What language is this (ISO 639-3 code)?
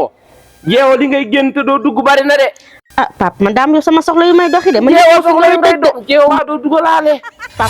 wol